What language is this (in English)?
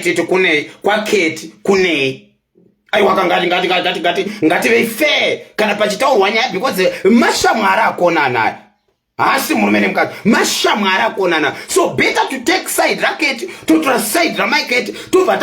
Shona